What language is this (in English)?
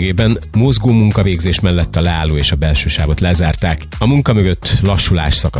Hungarian